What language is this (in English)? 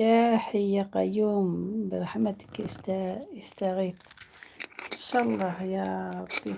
Algerian Arabic